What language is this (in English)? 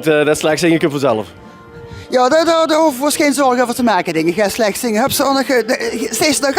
Limburgish